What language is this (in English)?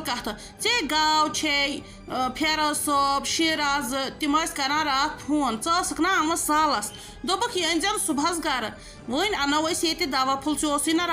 Kashmiri